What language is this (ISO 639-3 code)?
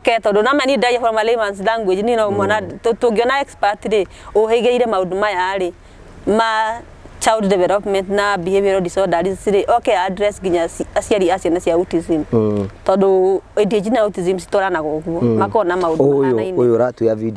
kik